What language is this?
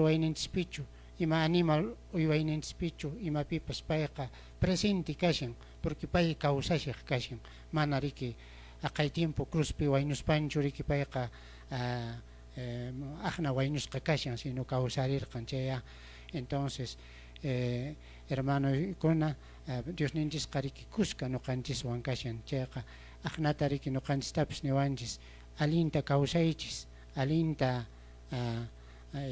Quechua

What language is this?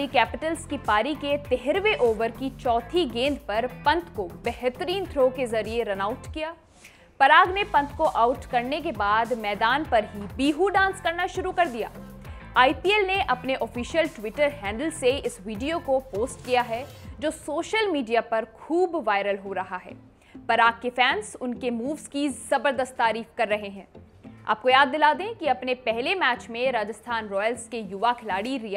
Hindi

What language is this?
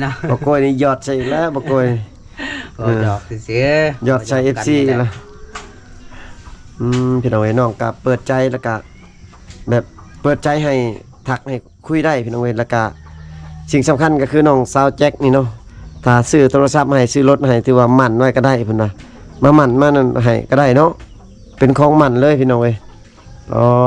Lao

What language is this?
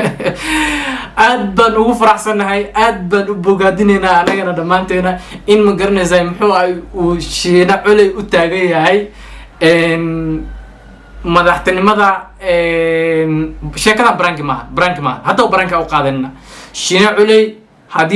Somali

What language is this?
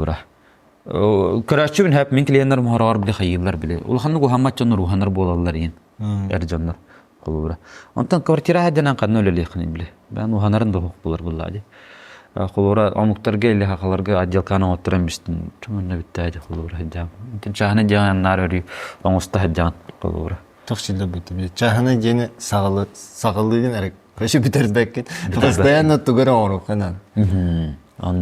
Yakut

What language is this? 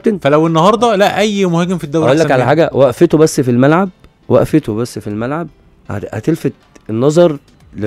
Egyptian Arabic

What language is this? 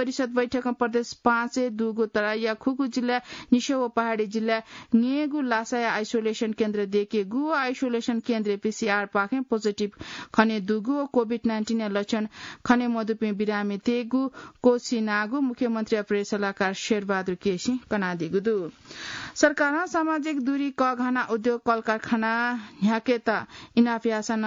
Newari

